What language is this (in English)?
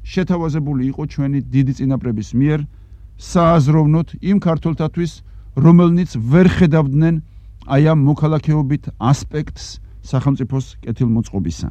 Georgian